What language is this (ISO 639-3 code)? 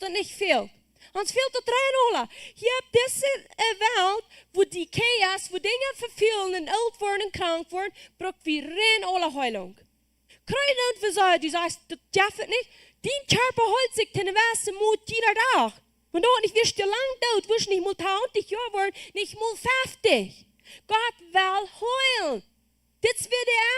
pdt